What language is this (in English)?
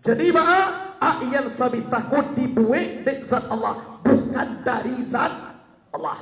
Minangkabau